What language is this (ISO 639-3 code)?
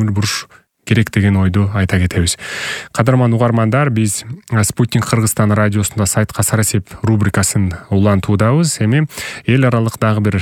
kir